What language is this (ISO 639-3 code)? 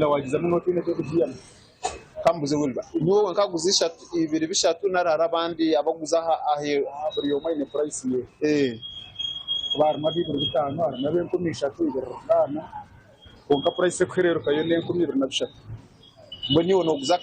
nyn